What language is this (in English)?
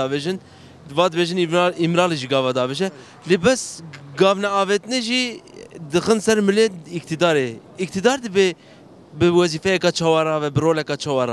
Kurdish